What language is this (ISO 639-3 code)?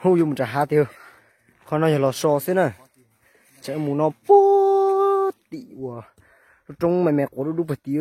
hmn